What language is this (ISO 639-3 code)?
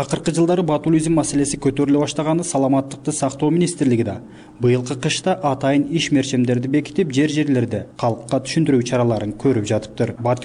kir